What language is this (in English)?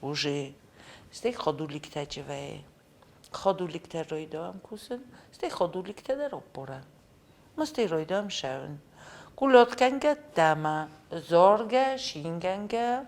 Ossetic